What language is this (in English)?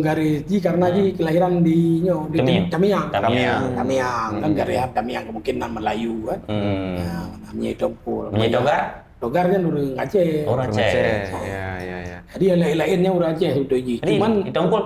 Achinese